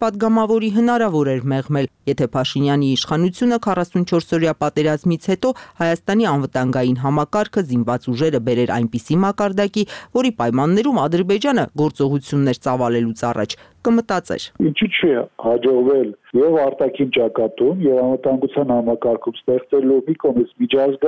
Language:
Armenian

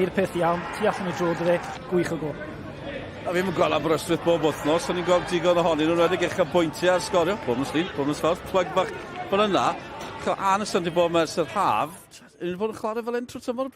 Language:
Welsh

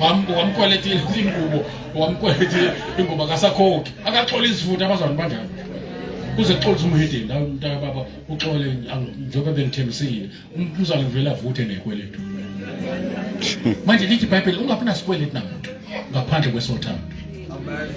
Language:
Zulu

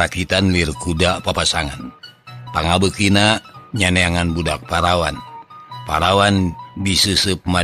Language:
Sundanese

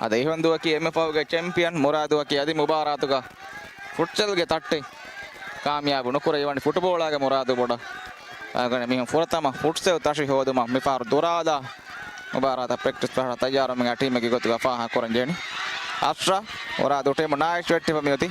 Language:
Divehi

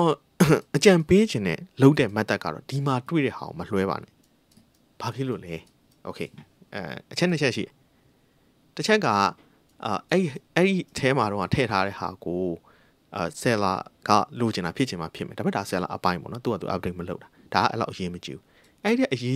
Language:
Burmese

